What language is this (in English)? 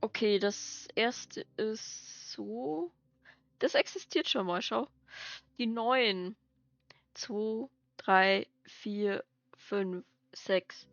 Bavarian